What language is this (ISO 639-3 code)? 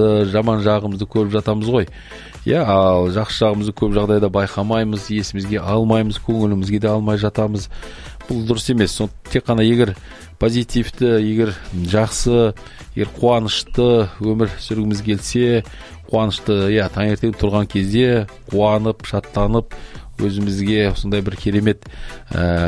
kaz